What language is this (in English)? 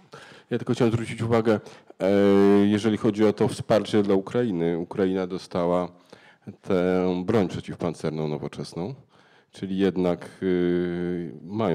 Polish